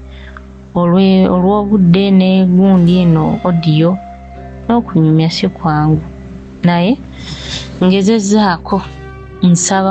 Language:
Ganda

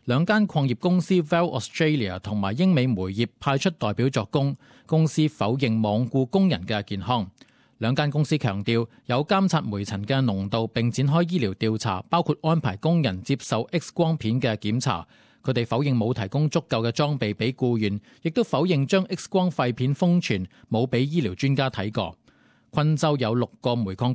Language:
Cantonese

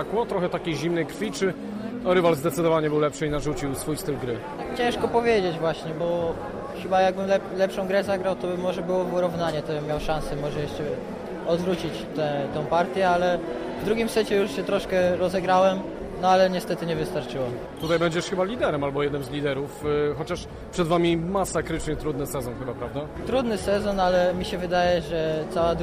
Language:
Polish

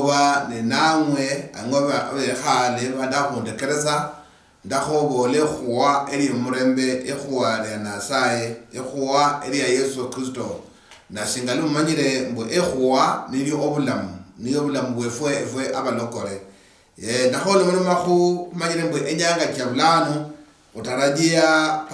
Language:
Luyia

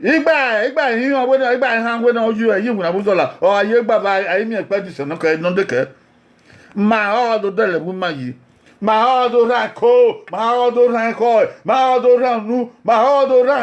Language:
Bini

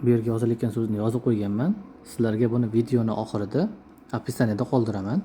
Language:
Uzbek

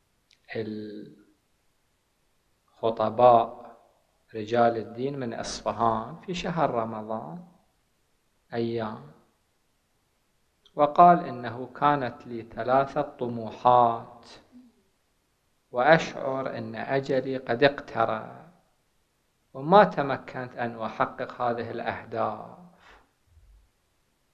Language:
Arabic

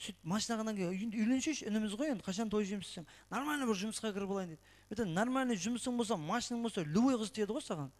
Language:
Kara-Kalpak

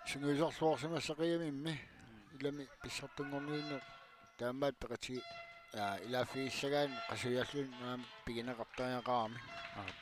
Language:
Kalaallisut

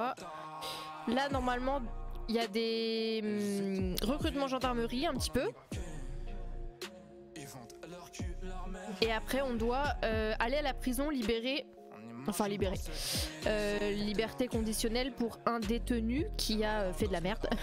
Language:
French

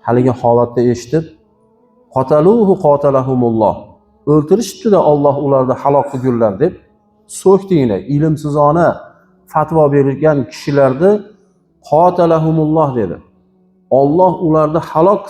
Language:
Uzbek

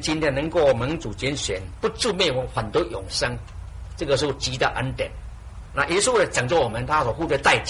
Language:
Chinese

